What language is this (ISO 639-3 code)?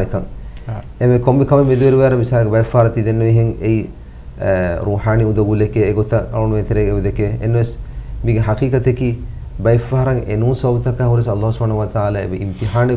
div